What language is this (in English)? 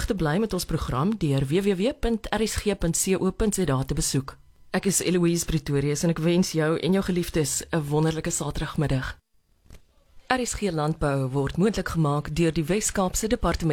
Afrikaans